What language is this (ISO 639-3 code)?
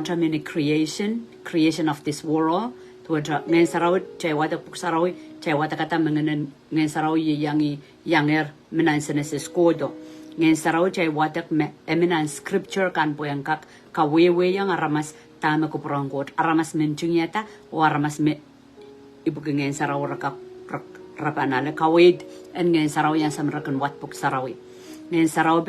pon